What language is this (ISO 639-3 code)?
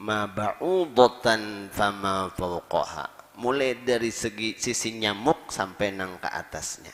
bjn